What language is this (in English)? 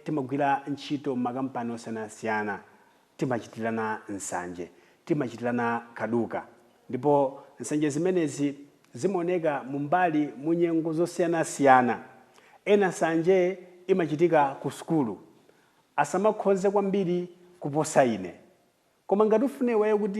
Nyanja